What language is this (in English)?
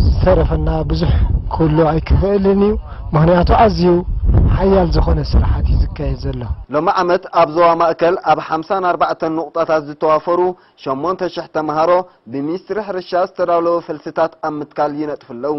Tigrinya